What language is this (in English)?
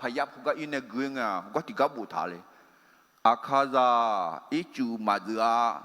Akha